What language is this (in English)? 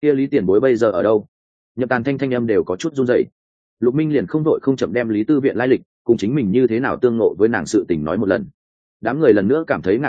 Vietnamese